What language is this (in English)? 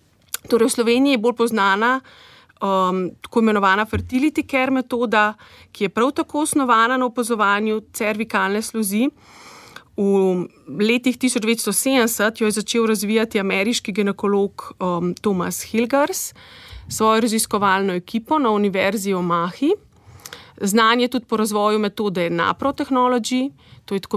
Slovenian